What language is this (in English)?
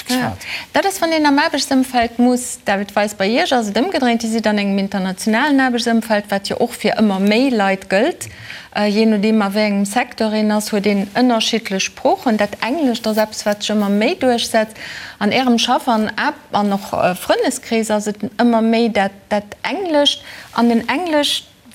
Luxembourgish